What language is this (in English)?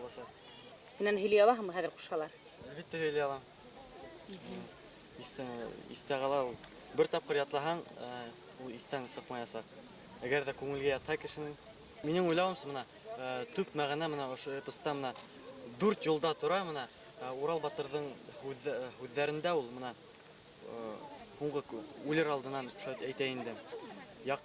Bashkir